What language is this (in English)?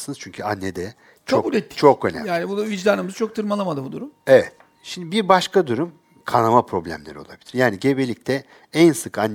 Turkish